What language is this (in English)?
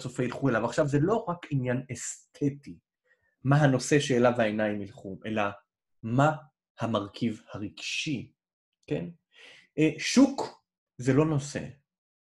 Hebrew